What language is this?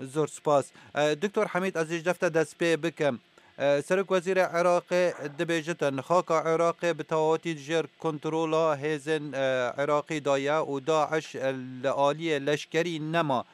Kurdish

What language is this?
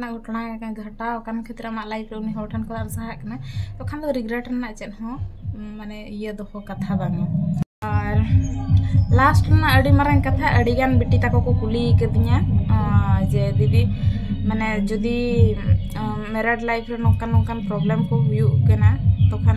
Santali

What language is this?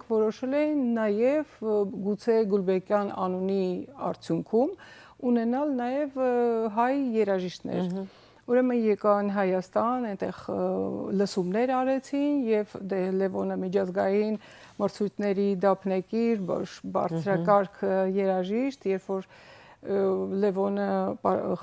Western Armenian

